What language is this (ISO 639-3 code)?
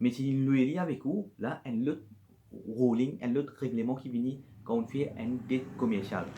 mfe